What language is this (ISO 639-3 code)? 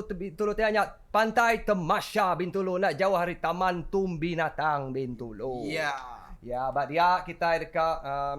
iba